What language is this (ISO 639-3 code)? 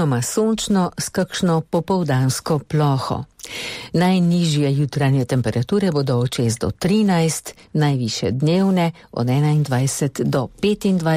slv